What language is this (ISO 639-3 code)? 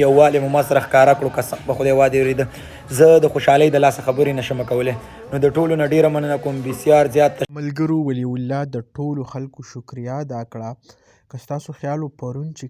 pus